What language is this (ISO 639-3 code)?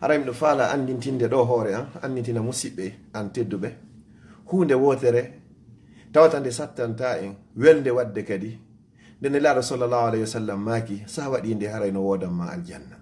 ful